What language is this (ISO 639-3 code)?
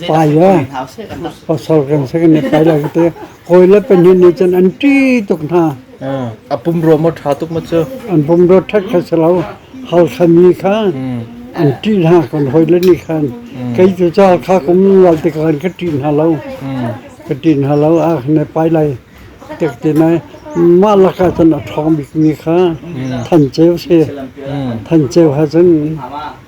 cnh